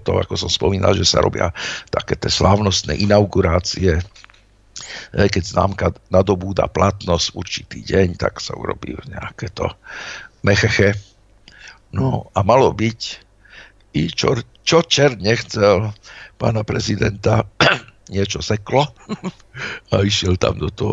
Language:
Slovak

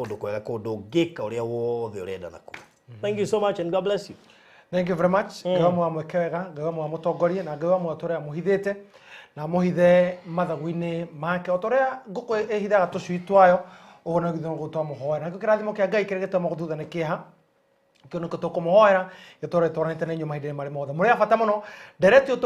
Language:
Kikuyu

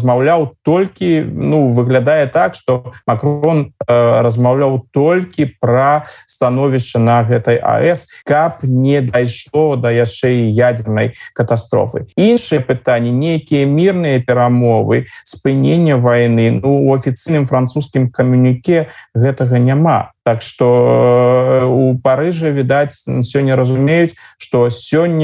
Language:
Belarusian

